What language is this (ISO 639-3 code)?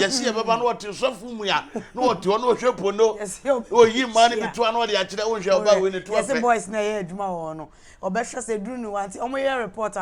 aka